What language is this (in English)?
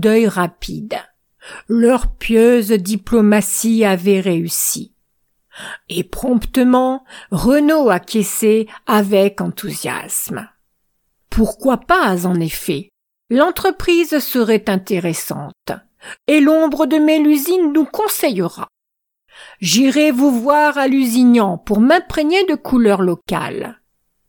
French